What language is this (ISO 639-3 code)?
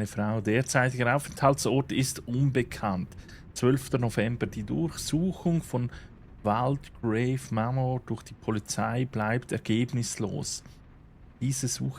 gsw